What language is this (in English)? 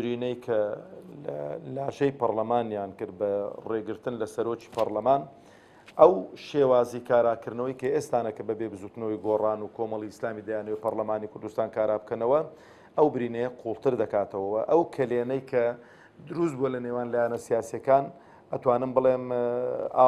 Central Kurdish